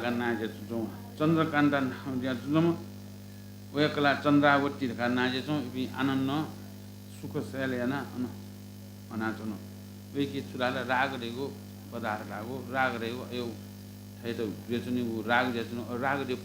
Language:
Newari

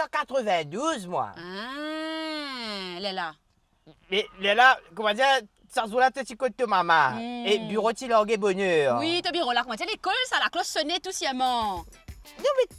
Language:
Morisyen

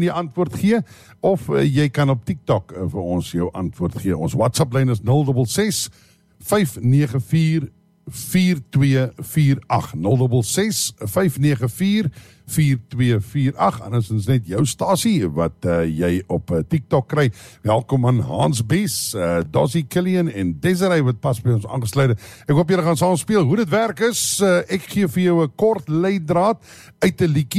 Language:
Afrikaans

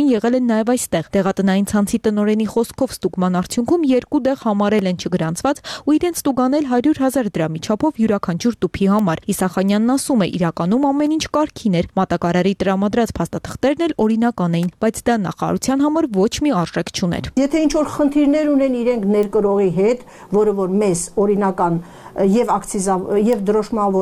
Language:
Armenian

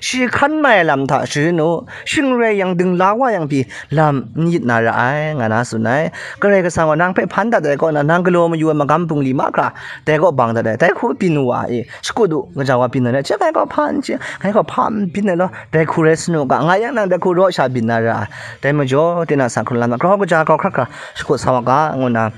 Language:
Kachin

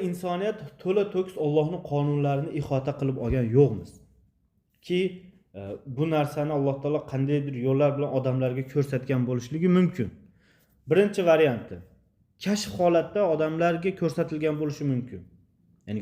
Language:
Uzbek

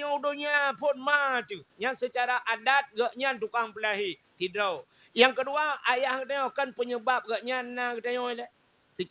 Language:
Achinese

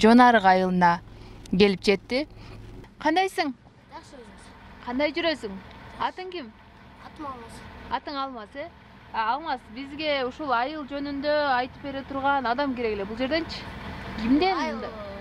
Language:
Kyrgyz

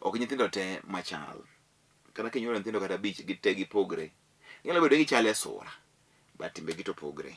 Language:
Luo (Kenya and Tanzania)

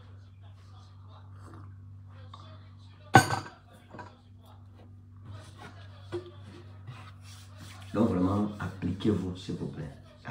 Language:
French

